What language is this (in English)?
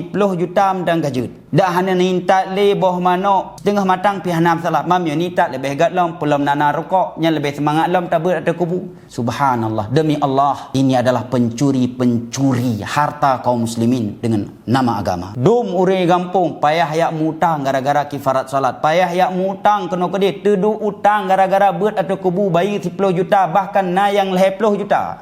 Achinese